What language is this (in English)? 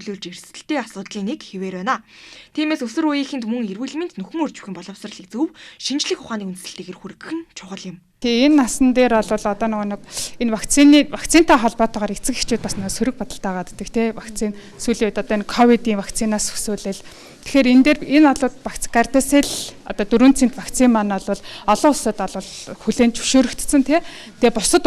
Mongolian